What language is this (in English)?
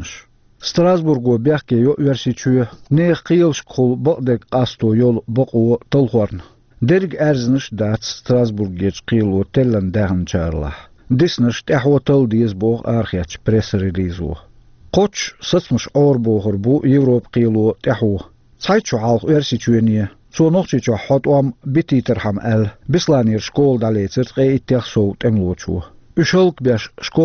Chechen